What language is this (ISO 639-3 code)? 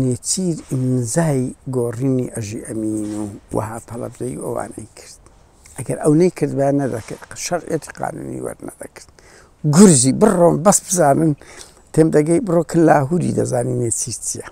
ckb